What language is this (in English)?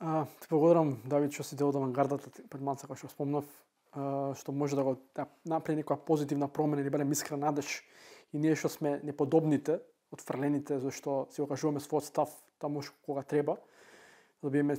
Macedonian